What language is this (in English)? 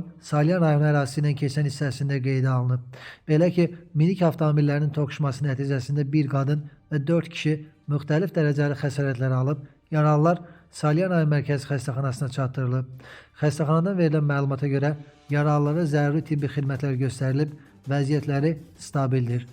Azerbaijani